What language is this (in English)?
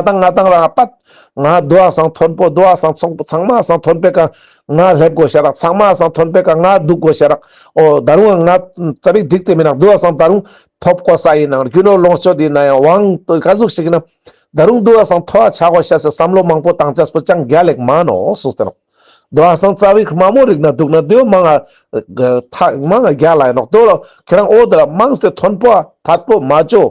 Ladakhi